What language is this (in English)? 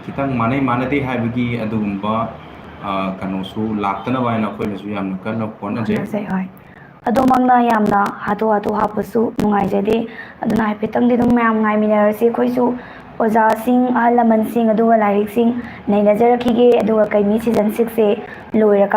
Manipuri